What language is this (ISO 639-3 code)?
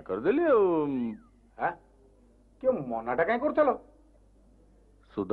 ori